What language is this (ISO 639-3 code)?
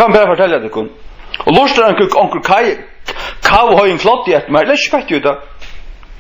fao